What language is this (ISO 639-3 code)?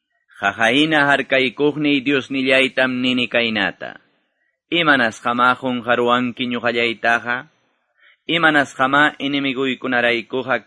que